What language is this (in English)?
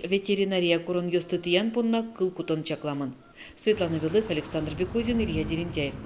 Udmurt